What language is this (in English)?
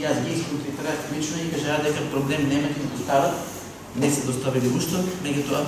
Macedonian